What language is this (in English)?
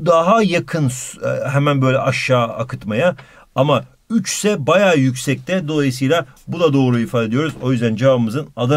Turkish